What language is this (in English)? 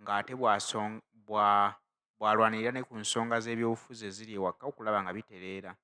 Ganda